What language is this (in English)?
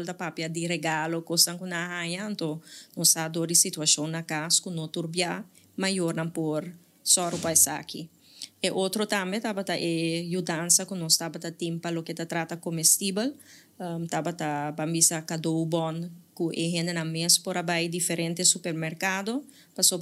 Papiamento